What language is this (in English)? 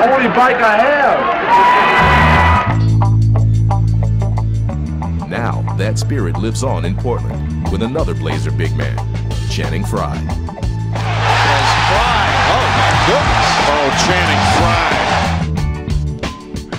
English